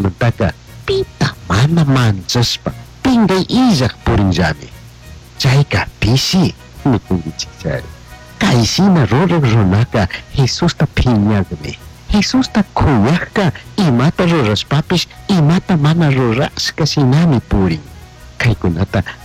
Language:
Chimborazo Highland Quichua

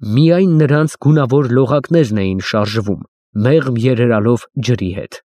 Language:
Armenian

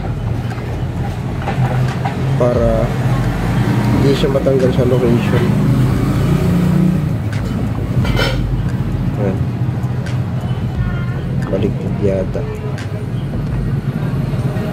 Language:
Filipino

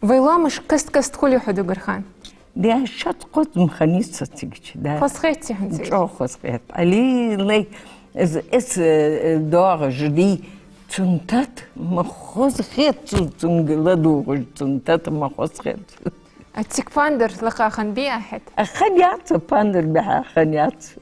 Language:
Ingush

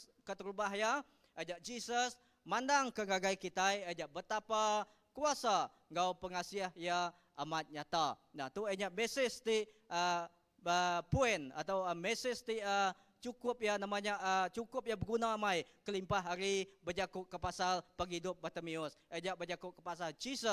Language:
Iban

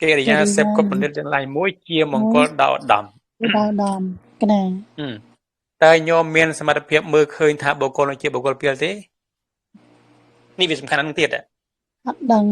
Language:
Khmer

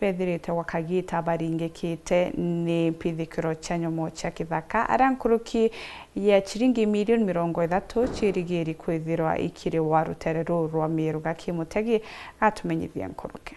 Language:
Meru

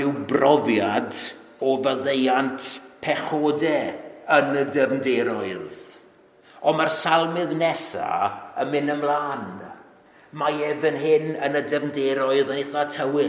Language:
Welsh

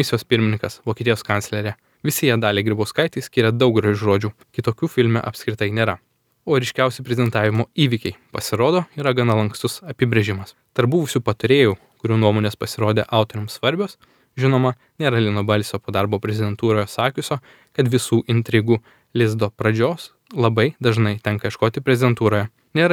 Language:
Lithuanian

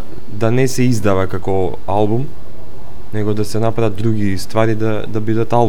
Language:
Macedonian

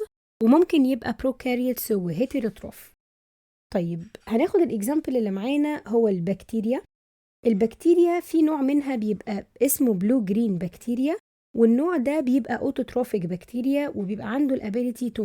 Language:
Egyptian Arabic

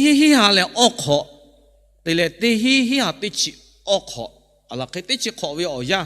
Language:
Lahu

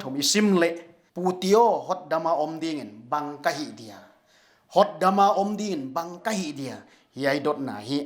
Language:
Paite Chin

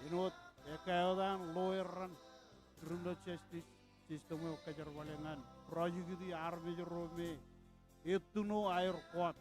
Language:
Marshallese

